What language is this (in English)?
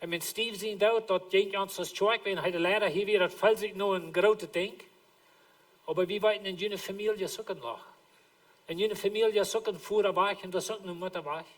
Plautdietsch